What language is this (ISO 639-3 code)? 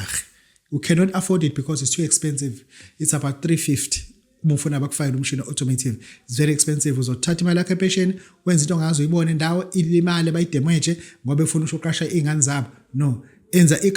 zul